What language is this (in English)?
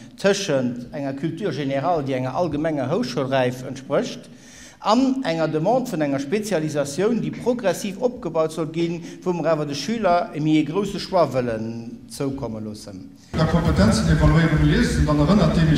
Luxembourgish